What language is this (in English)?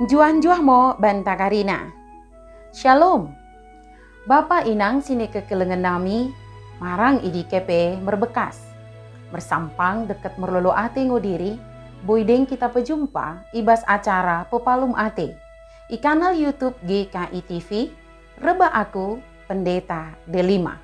Batak Dairi